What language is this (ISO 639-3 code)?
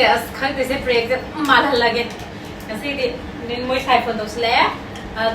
mni